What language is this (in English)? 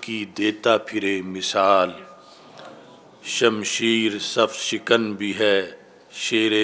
Urdu